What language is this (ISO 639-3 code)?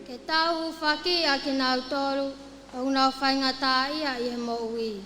ton